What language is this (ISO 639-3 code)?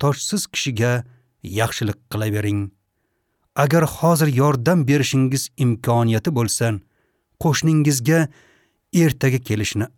uzb